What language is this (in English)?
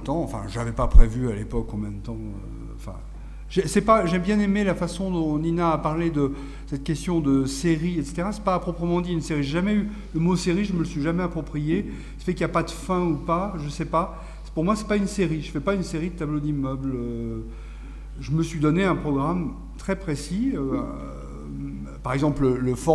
French